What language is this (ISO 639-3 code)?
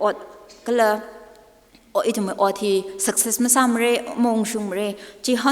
nmf